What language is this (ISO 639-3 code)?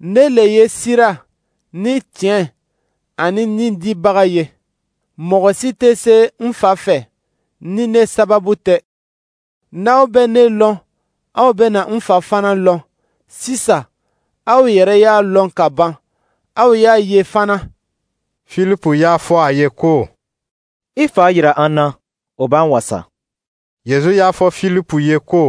dyu